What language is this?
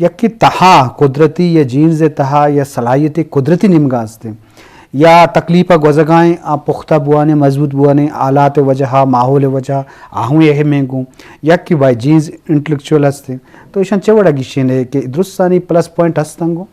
Eastern Balochi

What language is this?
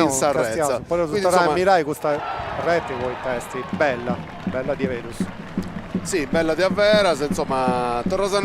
Sardinian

